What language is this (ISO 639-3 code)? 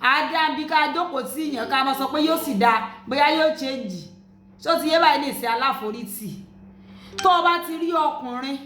yor